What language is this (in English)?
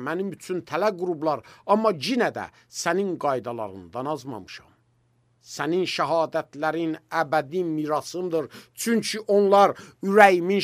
Azerbaijani